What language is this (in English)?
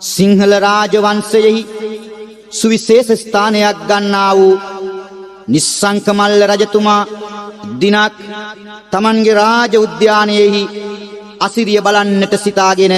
Sinhala